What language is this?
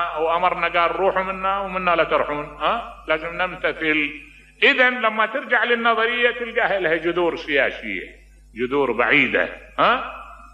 Mesopotamian Arabic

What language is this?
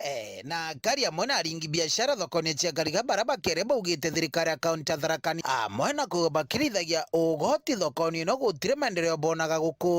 Meru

